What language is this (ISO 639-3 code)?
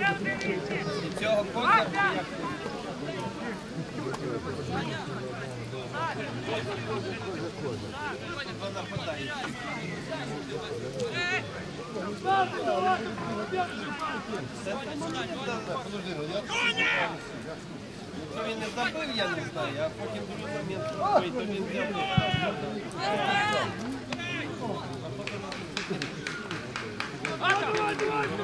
ukr